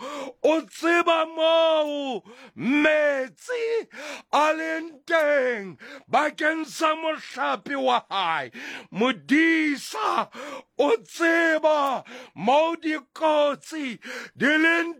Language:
Southern Sotho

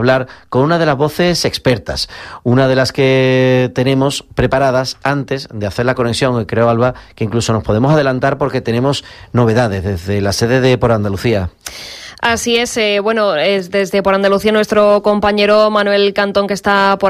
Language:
Spanish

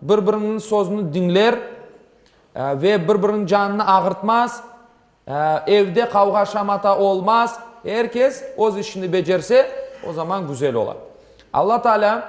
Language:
Crimean Tatar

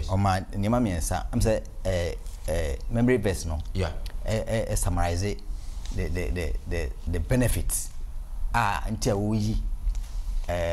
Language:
Akan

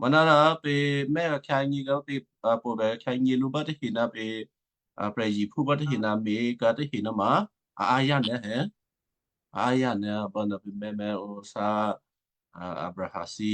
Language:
Western Kayah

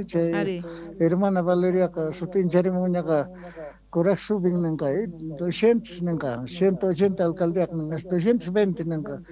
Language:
Quechua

